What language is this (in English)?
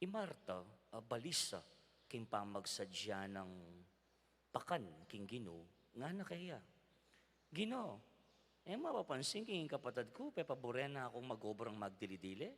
Pampanga